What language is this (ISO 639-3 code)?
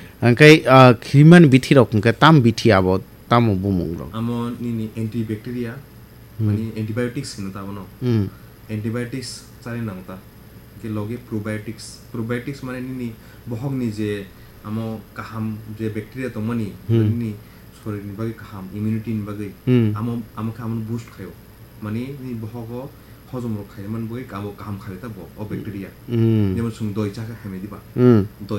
trp